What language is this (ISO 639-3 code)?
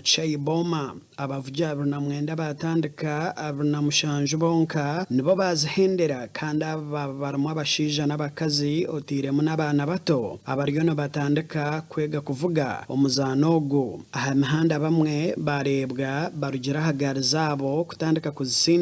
nyn